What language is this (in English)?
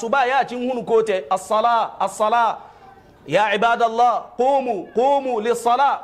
Hausa